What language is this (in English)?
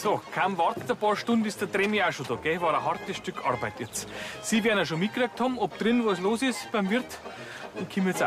Bavarian